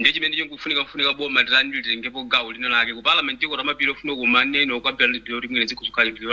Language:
Nyanja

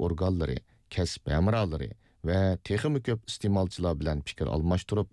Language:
Uyghur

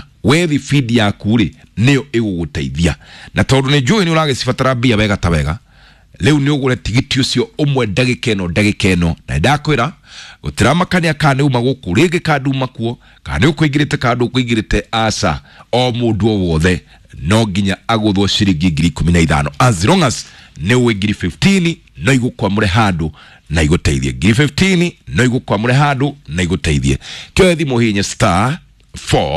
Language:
Kikuyu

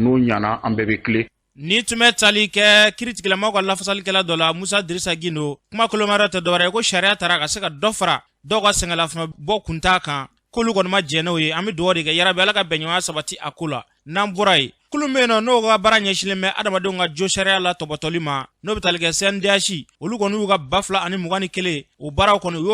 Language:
Bambara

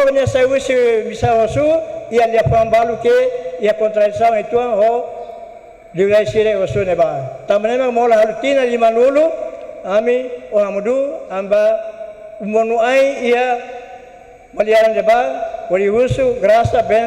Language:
Tetum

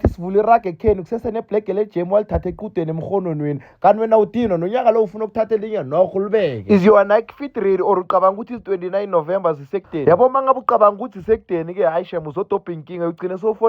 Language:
Zulu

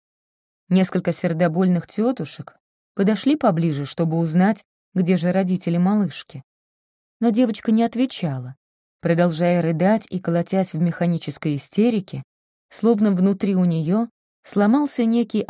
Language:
Russian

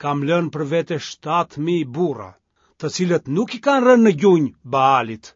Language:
Albanian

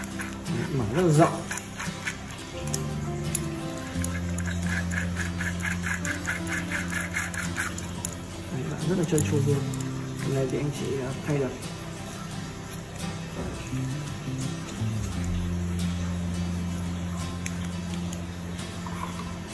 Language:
Vietnamese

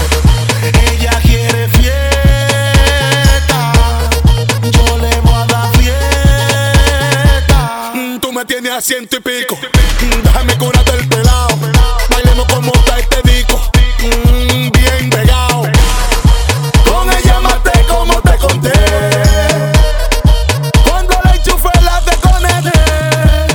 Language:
Spanish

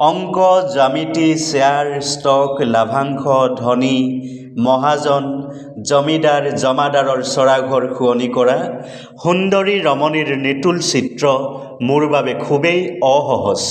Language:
Assamese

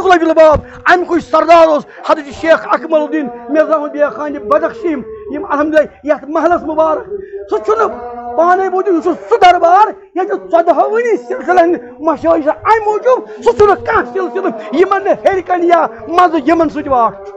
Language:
Kashmiri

